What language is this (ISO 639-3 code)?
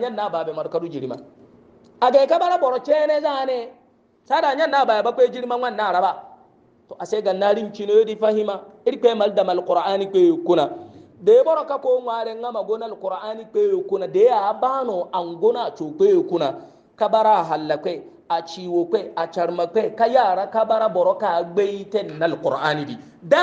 hau